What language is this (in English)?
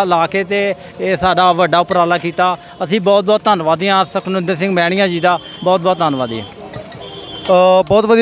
Punjabi